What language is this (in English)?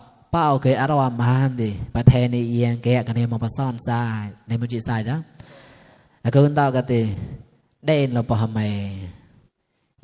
Mon